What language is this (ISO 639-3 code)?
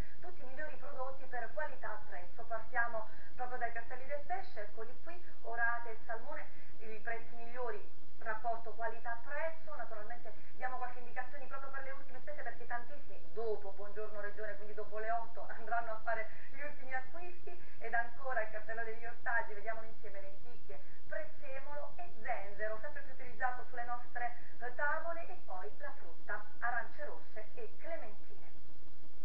ita